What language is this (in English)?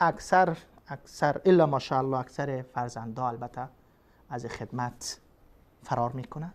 Persian